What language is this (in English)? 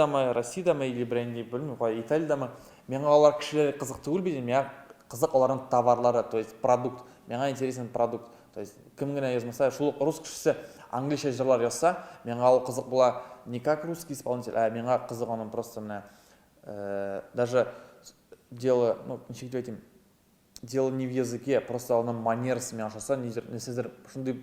Tatar